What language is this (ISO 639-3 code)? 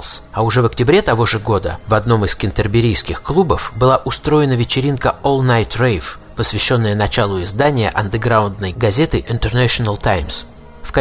rus